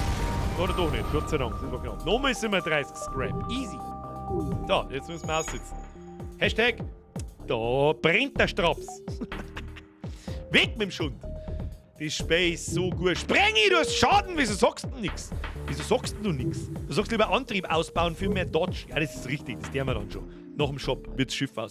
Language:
Bavarian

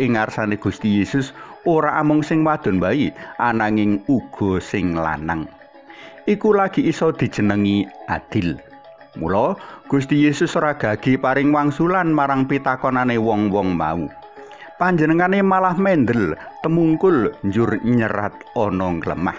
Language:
Javanese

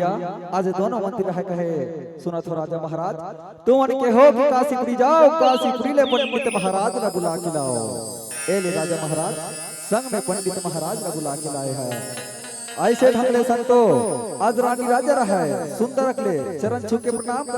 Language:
Chhattisgarhi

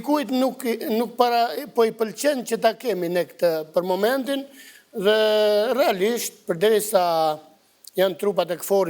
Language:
Albanian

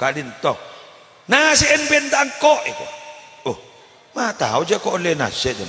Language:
Madurese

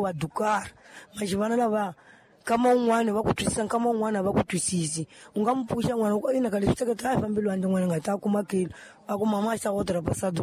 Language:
Tsonga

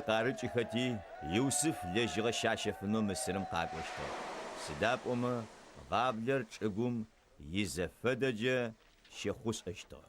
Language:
Adyghe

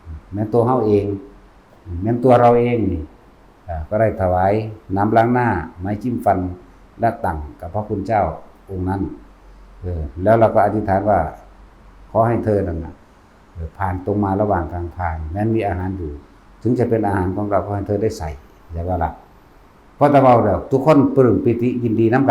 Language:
Northeastern Thai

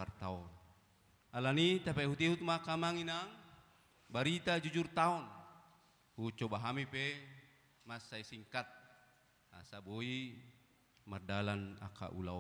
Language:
Batak Toba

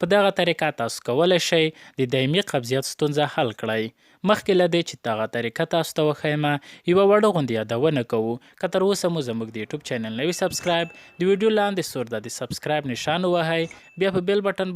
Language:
Pashto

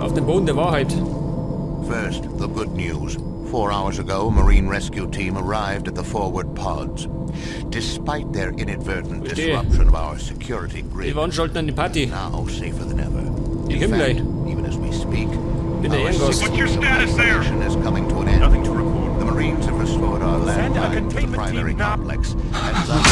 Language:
Bavarian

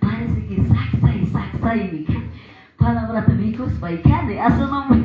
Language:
Quechua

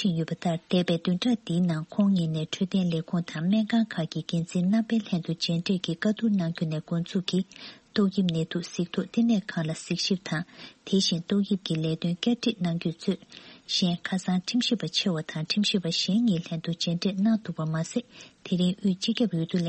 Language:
Tibetan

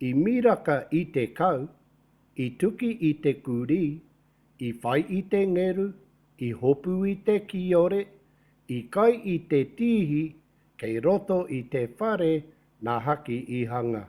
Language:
Māori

